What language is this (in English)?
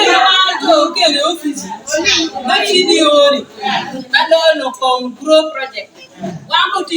Acoli